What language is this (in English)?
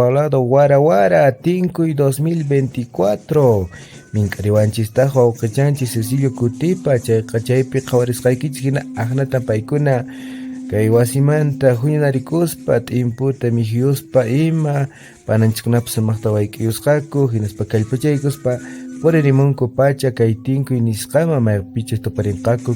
Quechua